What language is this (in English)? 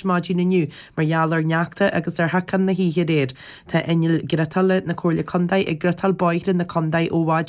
Irish